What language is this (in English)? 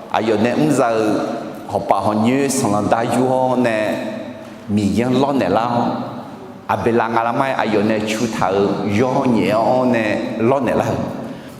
Akha